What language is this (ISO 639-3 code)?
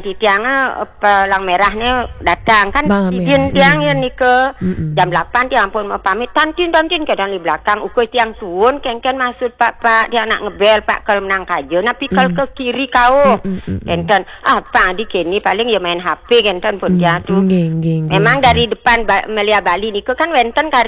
ban